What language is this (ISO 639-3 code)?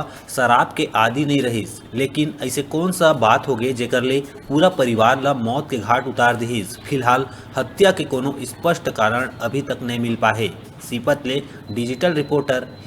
hne